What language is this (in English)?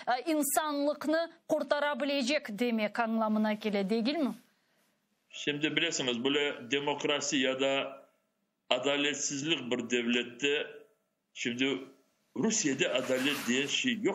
Crimean Tatar